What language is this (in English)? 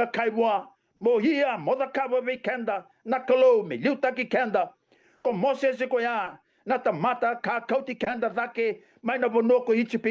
Fijian